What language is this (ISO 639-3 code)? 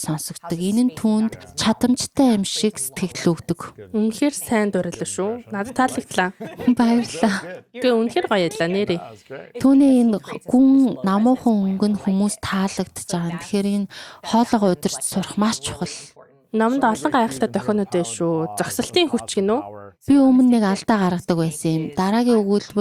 mon